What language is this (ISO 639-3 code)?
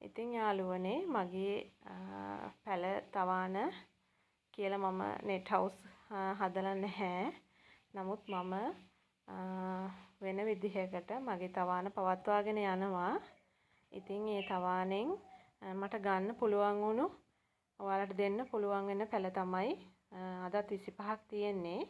sin